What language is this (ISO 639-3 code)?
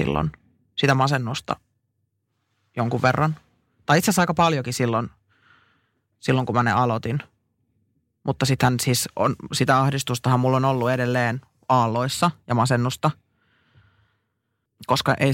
fin